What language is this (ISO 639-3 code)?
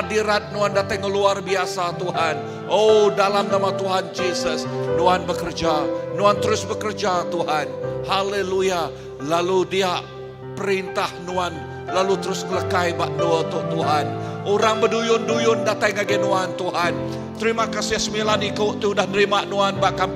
iba